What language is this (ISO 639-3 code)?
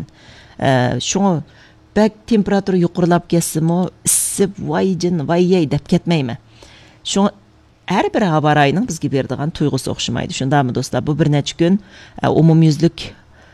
uig